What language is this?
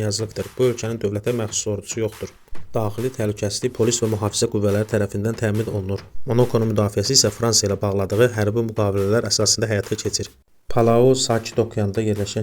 Azerbaijani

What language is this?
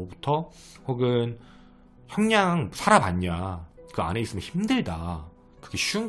Korean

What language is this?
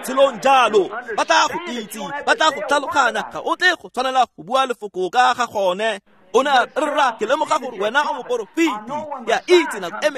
Tswana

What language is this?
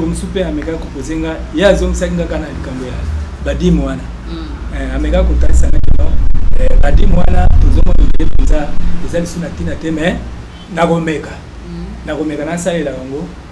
Lingala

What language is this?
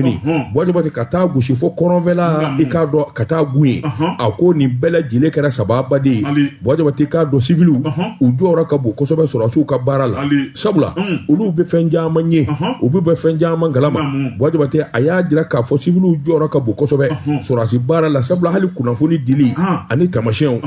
Bambara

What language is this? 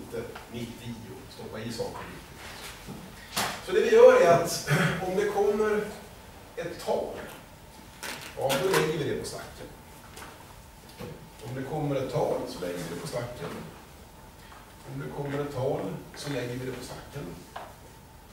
Swedish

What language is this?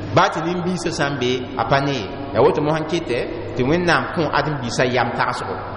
Mossi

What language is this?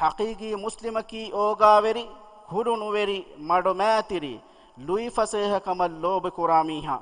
Divehi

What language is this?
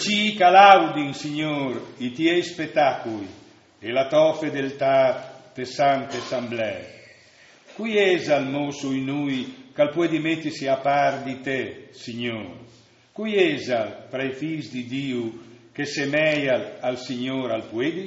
Friulian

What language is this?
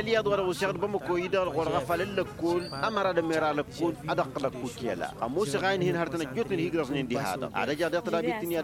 Tamasheq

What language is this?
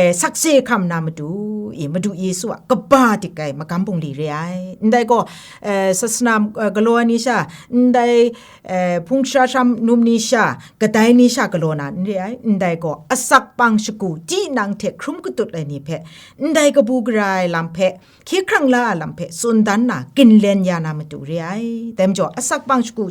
Kachin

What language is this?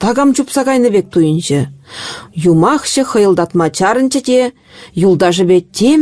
Chuvash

